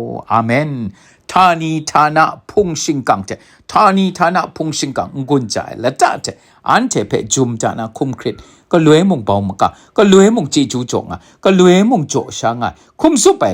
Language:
Kachin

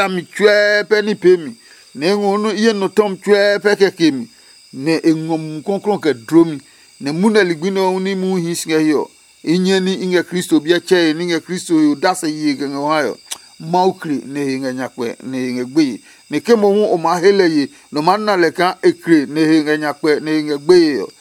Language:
Adangme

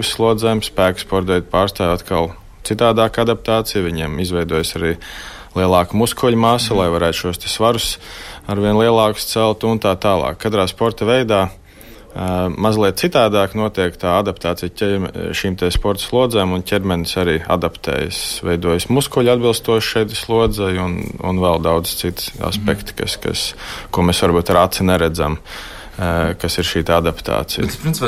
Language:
Latvian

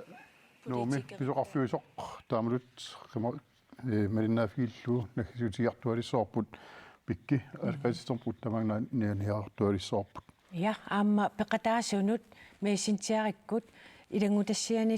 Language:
Kalaallisut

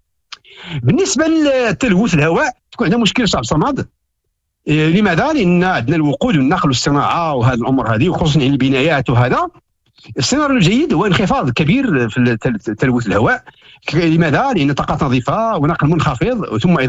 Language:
Moroccan Arabic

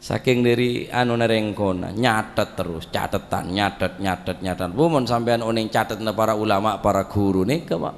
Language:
Madurese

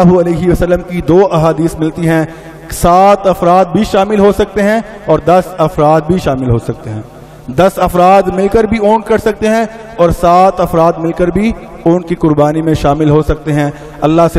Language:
Urdu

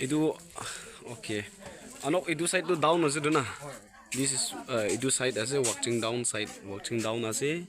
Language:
Naga Pidgin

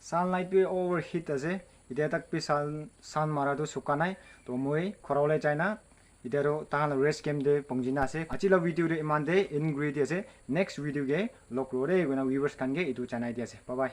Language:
Naga Pidgin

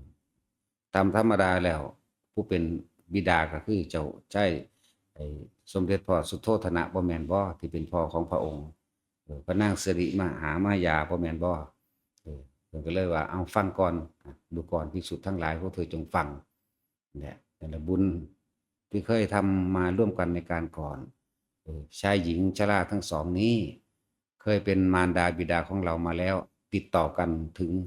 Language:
Northeastern Thai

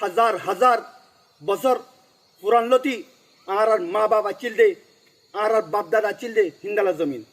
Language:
Rohingya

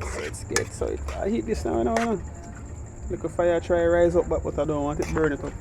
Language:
Jamaican Creole English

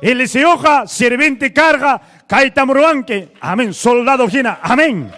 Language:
Ayacucho Quechua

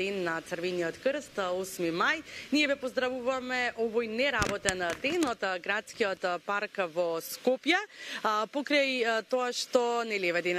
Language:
Macedonian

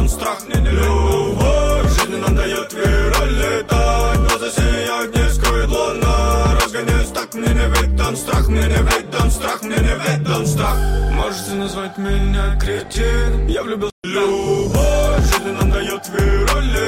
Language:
Russian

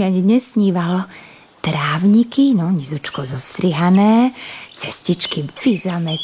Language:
Slovak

